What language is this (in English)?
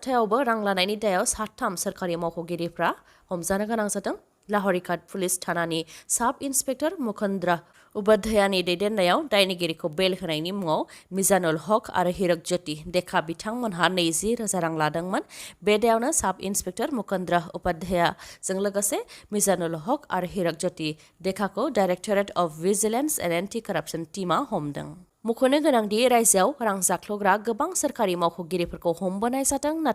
Bodo